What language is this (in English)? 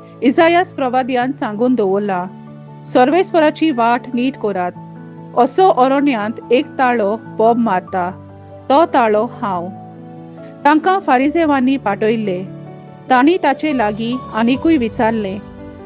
Konkani